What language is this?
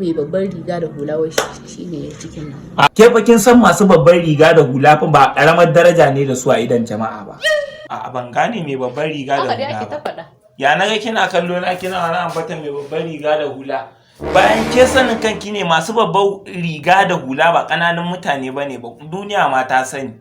Hausa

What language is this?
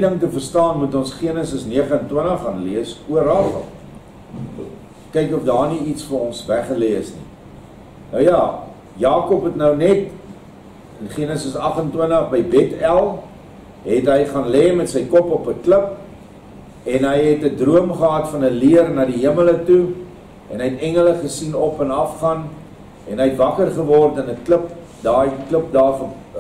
Afrikaans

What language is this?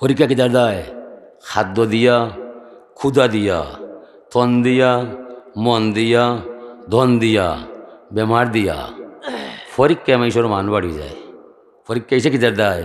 Sylheti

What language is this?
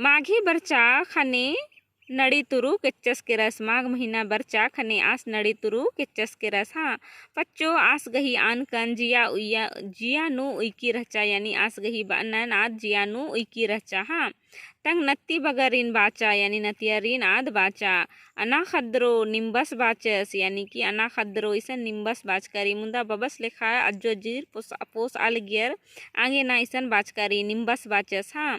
Kurukh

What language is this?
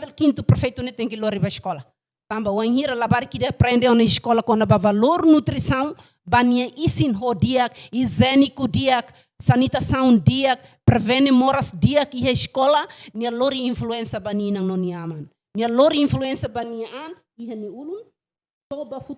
Tetum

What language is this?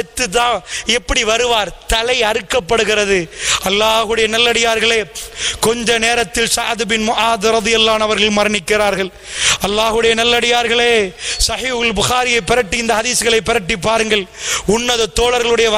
Tamil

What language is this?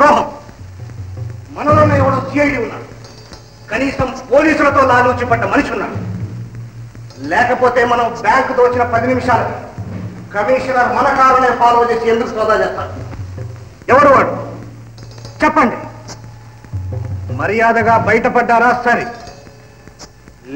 Telugu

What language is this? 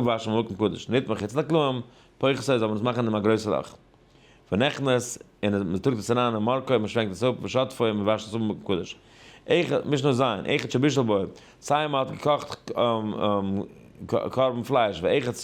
Yiddish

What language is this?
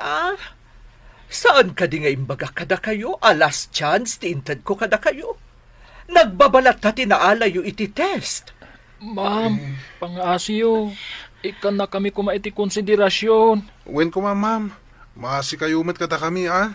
Iloko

